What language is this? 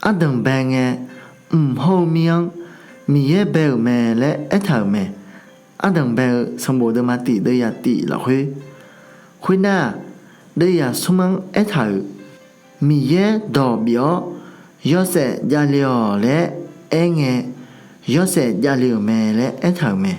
Akha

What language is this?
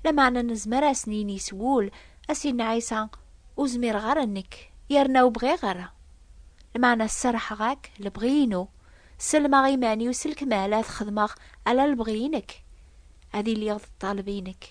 Kabyle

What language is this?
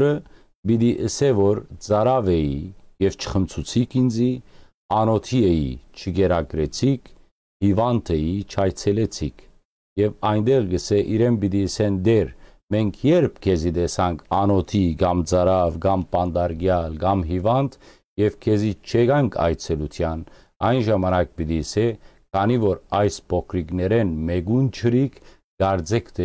Western Armenian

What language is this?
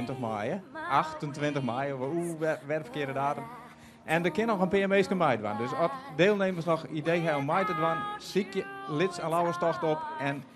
Western Frisian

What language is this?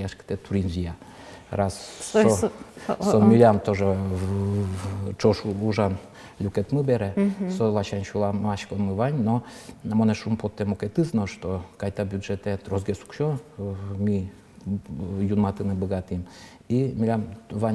Udmurt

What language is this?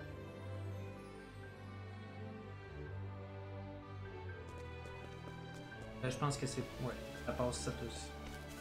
French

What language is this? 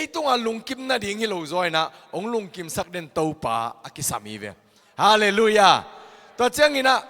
Tedim Chin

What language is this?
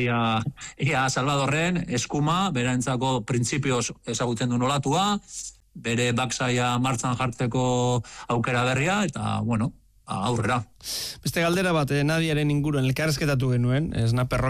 Basque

